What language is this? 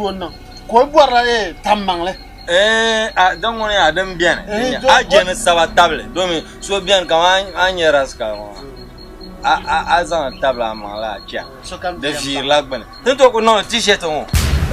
Dagbani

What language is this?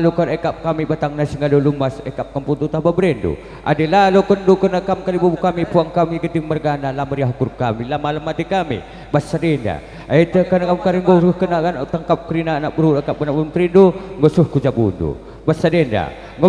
Batak Karo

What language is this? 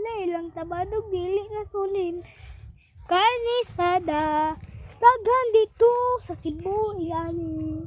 Cebuano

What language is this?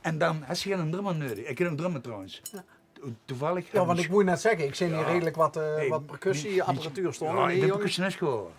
Limburgish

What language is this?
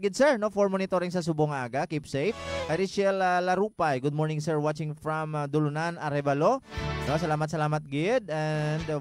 Hiligaynon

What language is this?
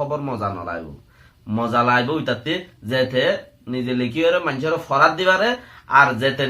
Rohingya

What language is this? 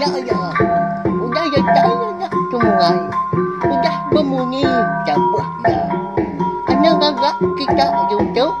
Iban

